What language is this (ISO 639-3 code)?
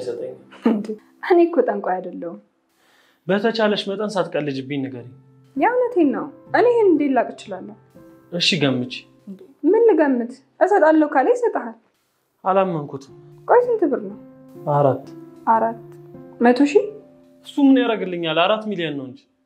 amh